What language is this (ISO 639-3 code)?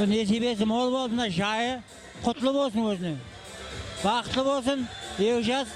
kaa